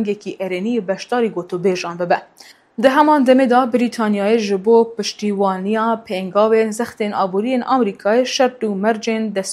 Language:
Kurdish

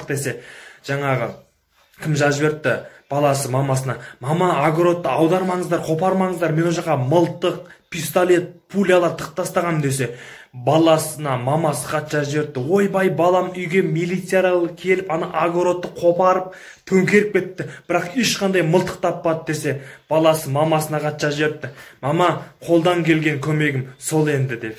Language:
Kazakh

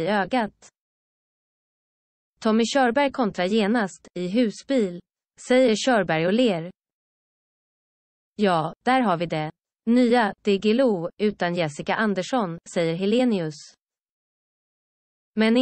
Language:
Swedish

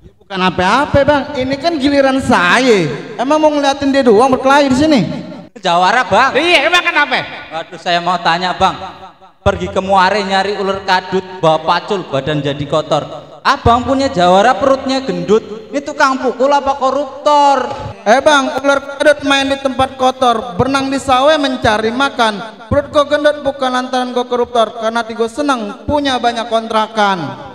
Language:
Betawi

